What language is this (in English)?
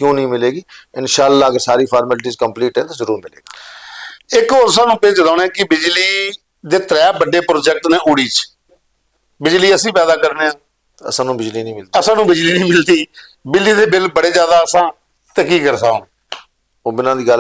Dogri